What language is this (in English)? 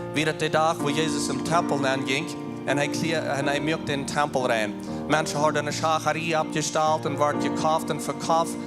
Plautdietsch